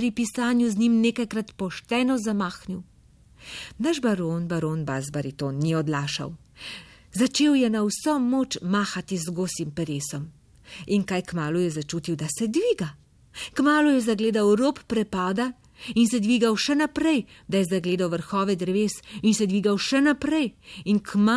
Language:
Slovenian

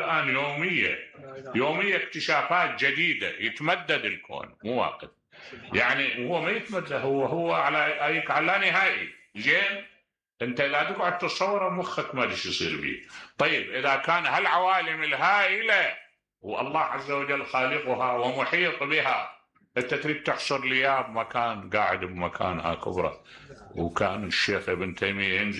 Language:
Mesopotamian Arabic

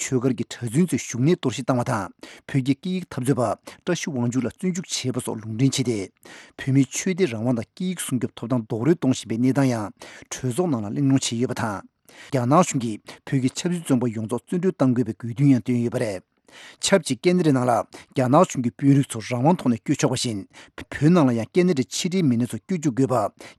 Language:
Tibetan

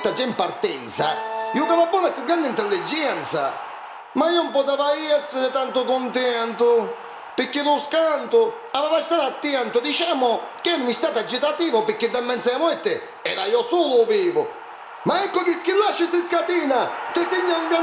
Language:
Neapolitan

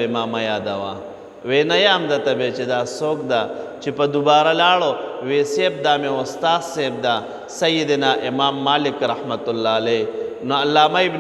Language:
Pashto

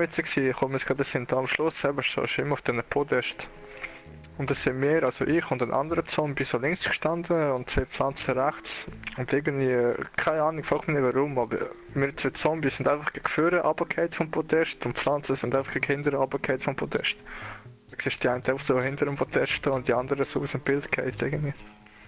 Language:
Swiss German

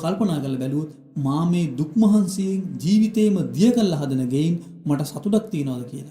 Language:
Sinhala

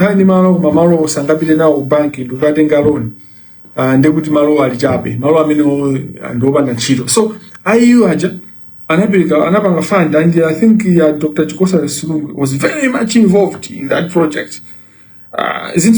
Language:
Nyanja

